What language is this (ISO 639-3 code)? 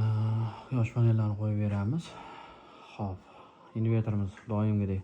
uzb